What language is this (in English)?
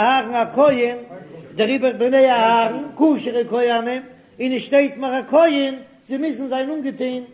Yiddish